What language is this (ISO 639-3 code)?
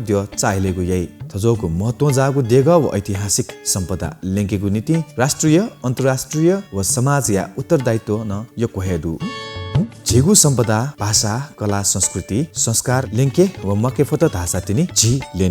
new